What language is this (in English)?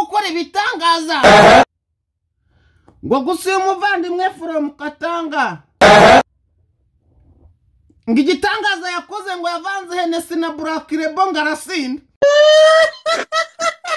Kinyarwanda